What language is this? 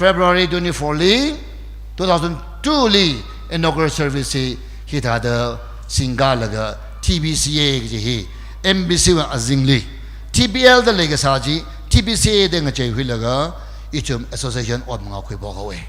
Tangkhul Naga (India)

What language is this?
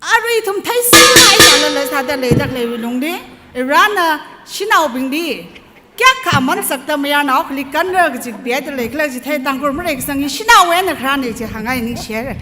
Tangkhul Naga (India)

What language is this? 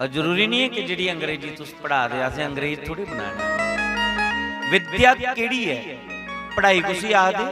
Dogri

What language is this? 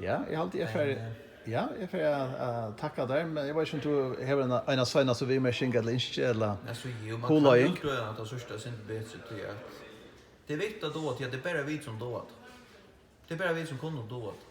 Faroese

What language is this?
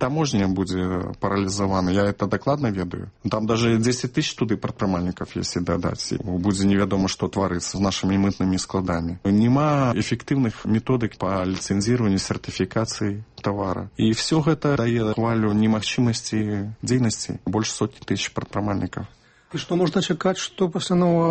Belarusian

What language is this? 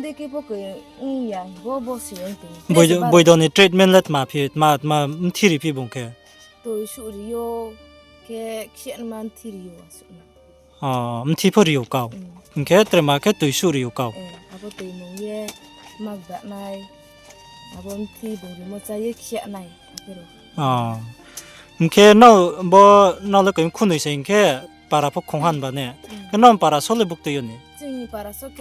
Riang (India)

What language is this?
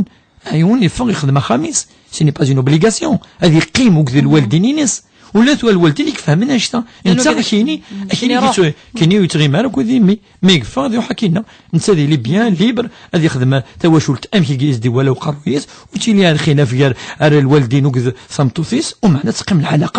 Kabyle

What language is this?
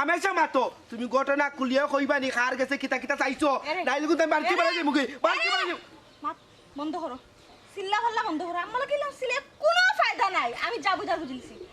Sylheti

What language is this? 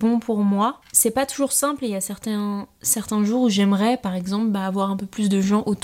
French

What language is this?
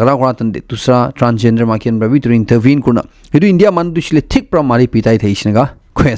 Naga Pidgin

